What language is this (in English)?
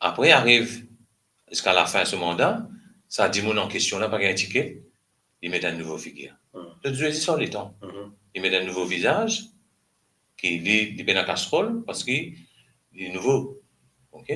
Morisyen